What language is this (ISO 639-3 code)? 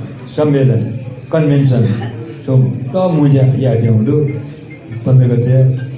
new